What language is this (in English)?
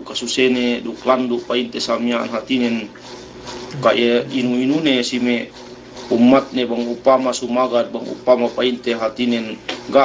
Yakan